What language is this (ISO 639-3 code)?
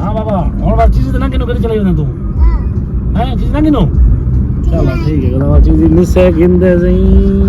skr